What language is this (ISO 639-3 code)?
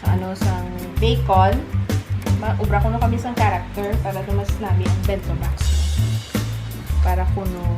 hil